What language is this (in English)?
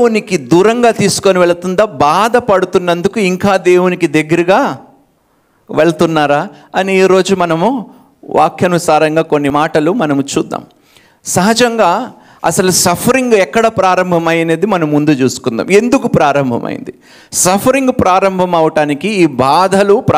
Telugu